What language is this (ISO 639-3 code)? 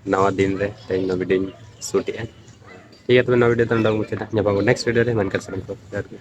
sat